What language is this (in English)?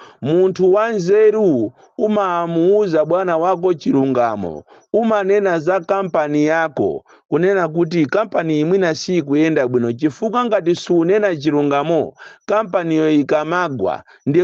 Nyanja